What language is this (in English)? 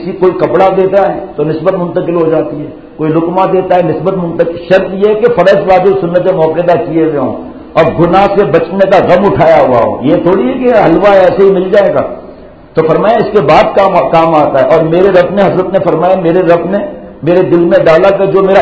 Urdu